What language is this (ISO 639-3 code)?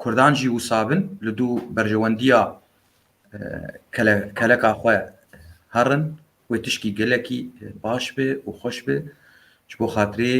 kur